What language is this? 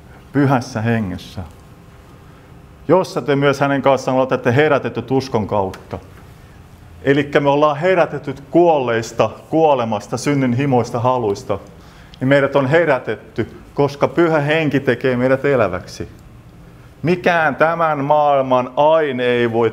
Finnish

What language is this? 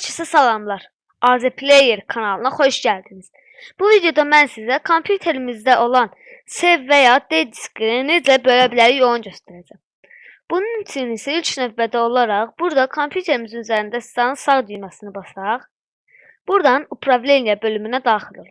Azerbaijani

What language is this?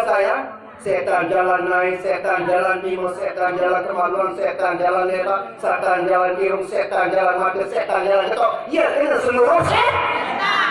Sasak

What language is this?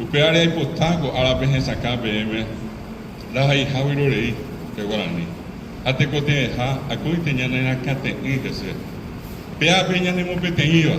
Guarani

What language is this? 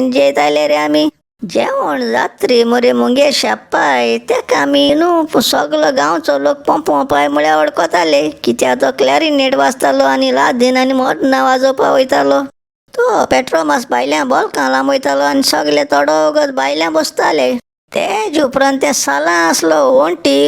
Konkani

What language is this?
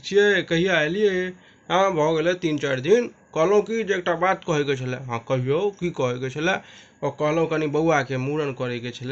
Maithili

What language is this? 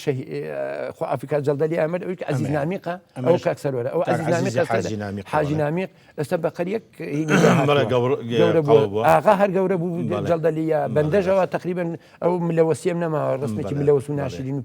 Central Kurdish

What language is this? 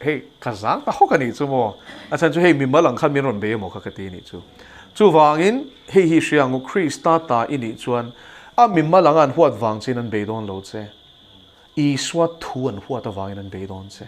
Mizo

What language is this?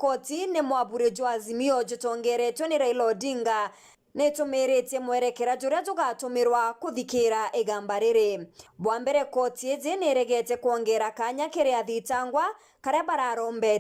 Meru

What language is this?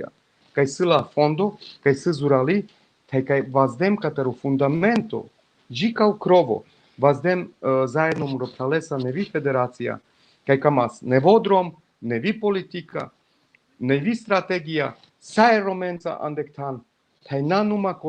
Balkan Romani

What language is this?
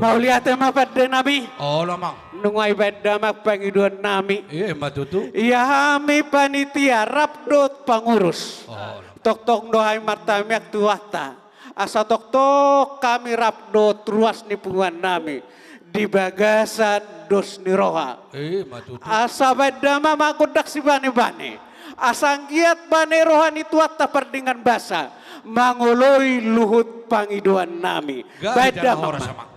Batak Toba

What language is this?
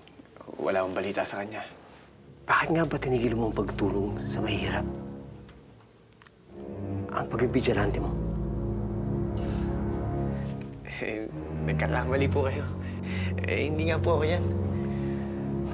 Filipino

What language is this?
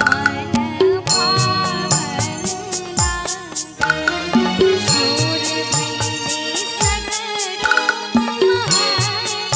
Maithili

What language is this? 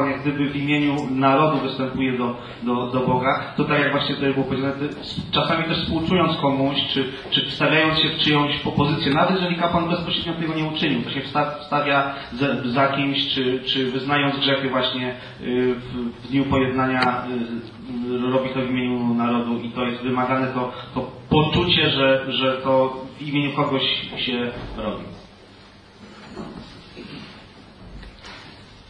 Polish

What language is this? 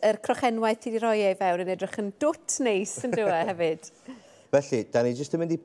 Welsh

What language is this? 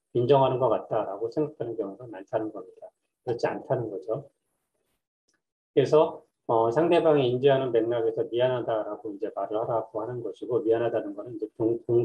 Korean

